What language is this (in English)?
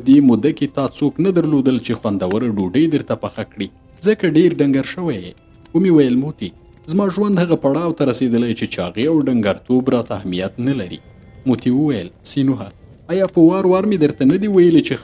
Pashto